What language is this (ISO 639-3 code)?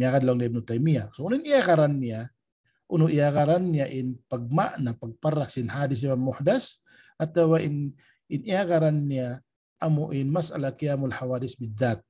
tsg